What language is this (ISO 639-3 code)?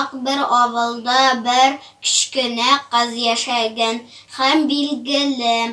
tat